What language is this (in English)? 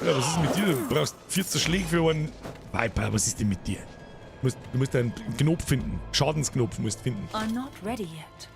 Bavarian